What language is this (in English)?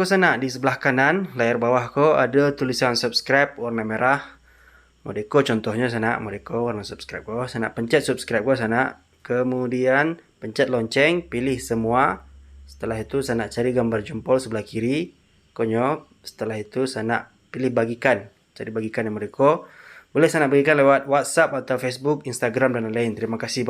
Minangkabau